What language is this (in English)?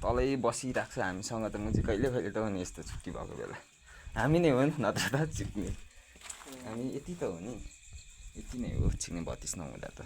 Nepali